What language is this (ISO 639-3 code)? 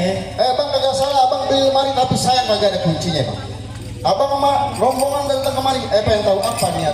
bew